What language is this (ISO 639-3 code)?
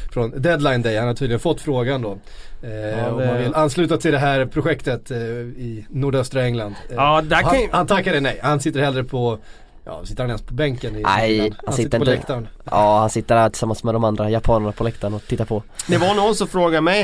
swe